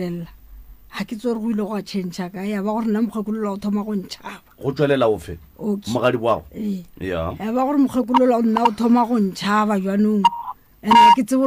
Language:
Northern Sotho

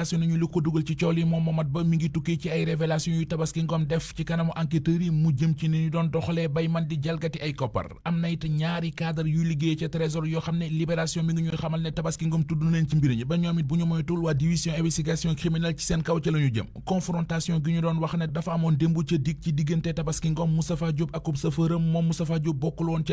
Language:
Wolof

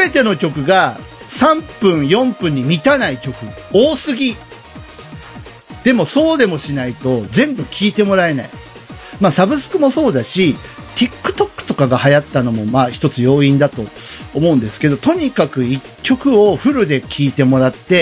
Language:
Japanese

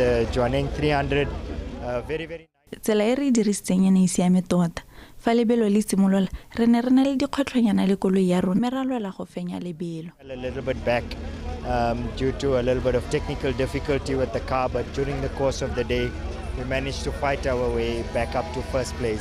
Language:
Tswana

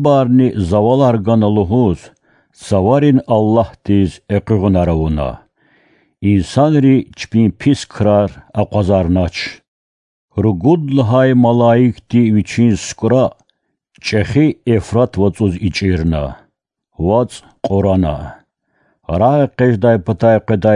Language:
Lezghian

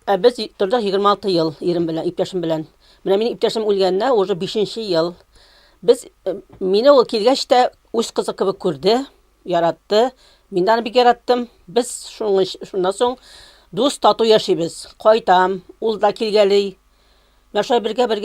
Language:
Tatar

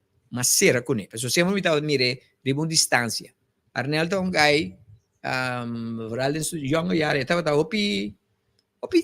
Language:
Papiamento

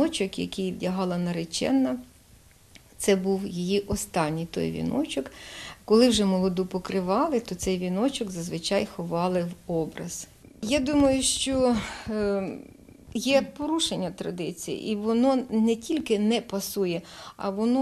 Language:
Ukrainian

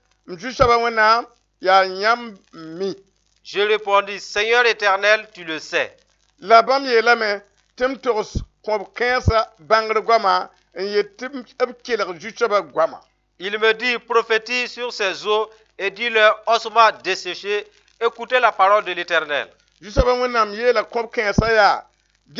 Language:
Mossi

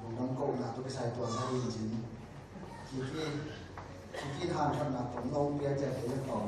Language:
Tedim Chin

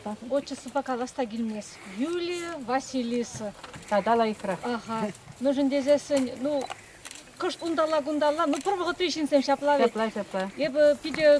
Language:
Chuvash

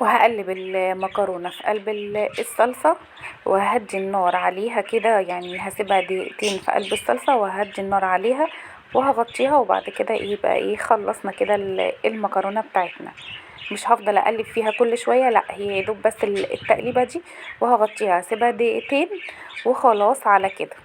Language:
Egyptian Arabic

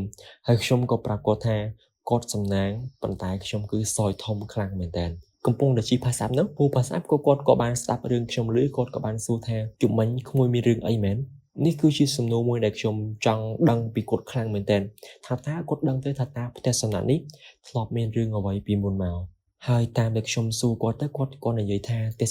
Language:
Khmer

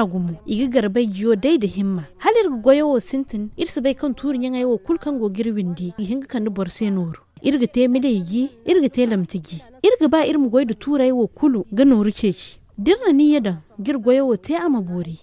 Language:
Zarma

